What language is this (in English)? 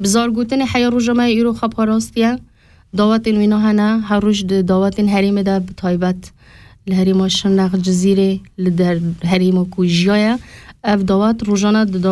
Kurdish